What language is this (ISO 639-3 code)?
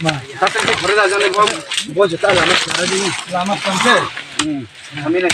ria